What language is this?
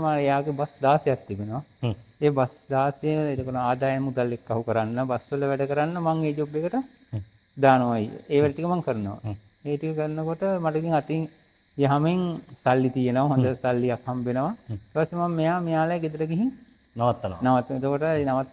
Sinhala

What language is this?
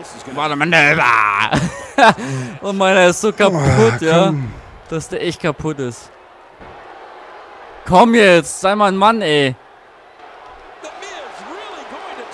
German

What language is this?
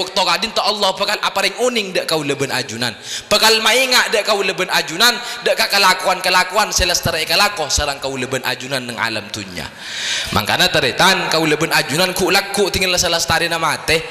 Madurese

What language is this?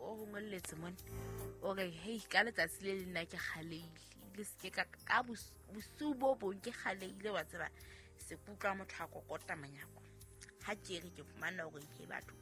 Southern Sotho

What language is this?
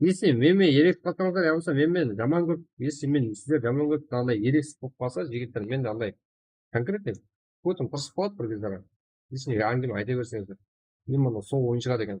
Kara-Kalpak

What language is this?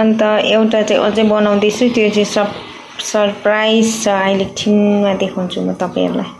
Nepali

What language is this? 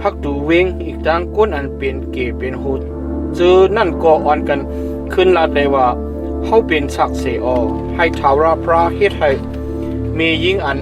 Shan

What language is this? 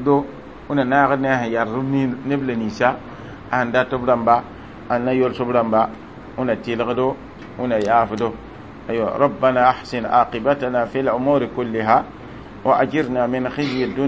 Mossi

